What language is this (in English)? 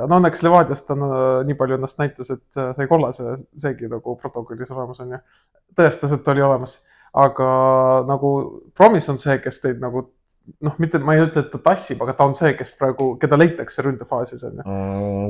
Estonian